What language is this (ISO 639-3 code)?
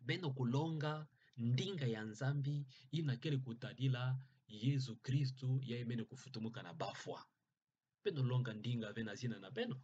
ktu